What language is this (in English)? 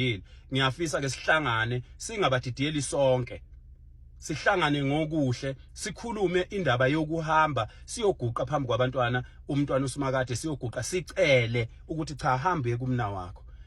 Zulu